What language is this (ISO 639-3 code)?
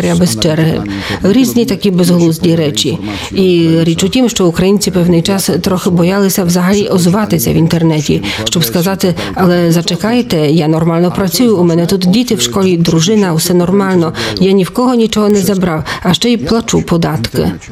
ukr